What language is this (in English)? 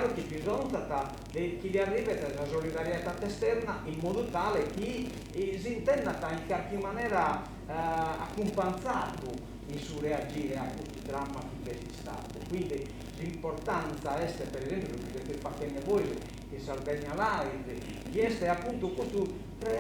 Sardinian